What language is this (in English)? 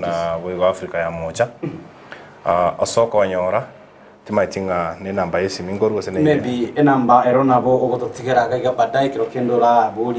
Gusii